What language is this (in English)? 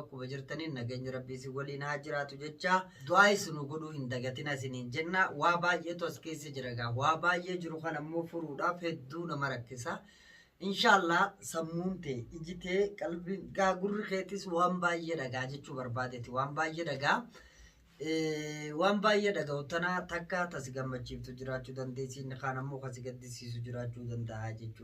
Oromo